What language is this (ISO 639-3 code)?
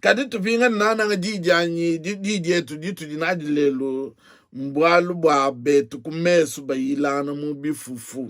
lua